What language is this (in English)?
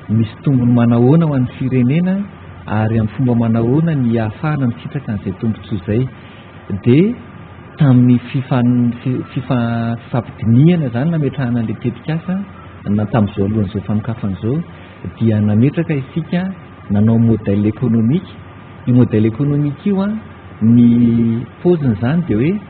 Malagasy